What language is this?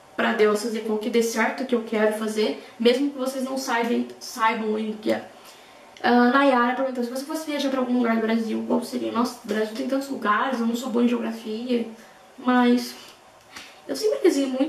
Portuguese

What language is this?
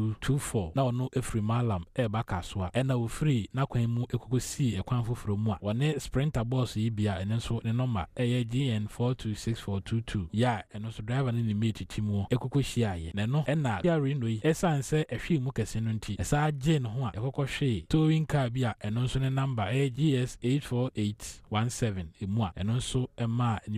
Akan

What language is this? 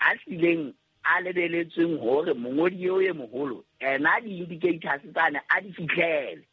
Southern Sotho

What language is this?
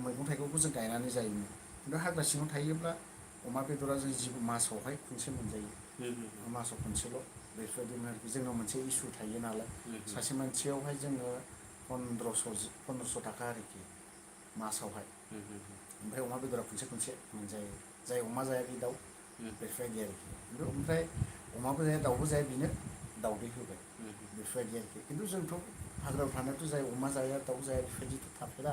Bodo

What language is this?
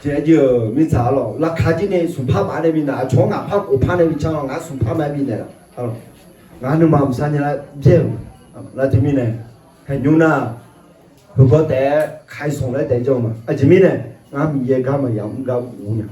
Akha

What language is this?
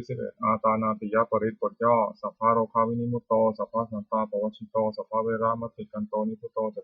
Pali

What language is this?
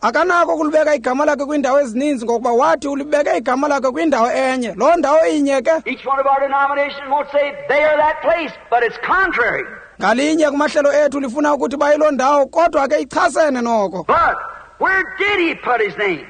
Xhosa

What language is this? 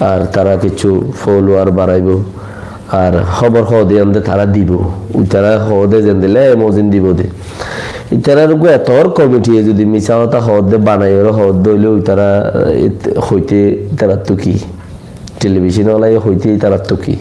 Rohingya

